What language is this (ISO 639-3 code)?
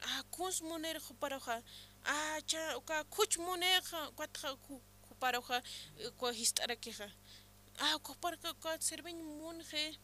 aym